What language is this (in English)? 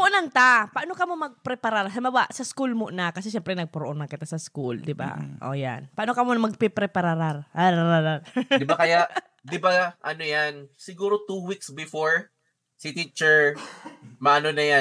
Bikol